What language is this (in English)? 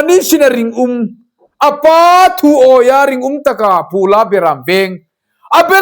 Hmar